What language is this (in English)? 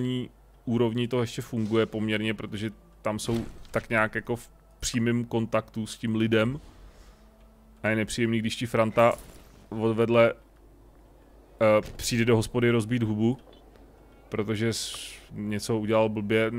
Czech